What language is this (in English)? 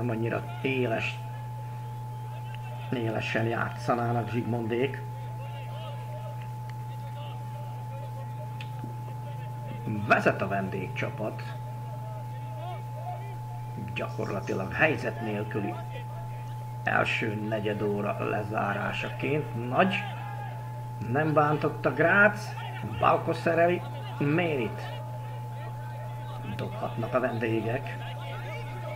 Hungarian